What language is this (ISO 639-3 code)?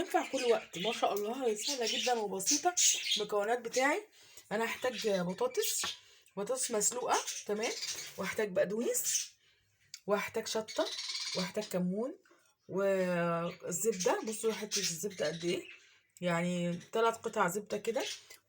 arz